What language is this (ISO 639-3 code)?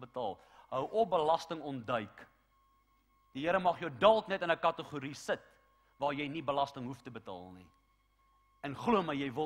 afr